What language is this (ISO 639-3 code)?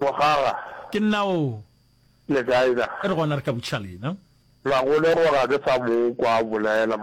nso